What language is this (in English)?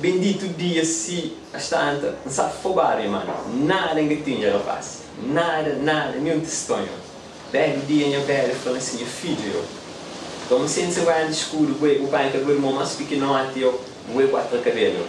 Kabuverdianu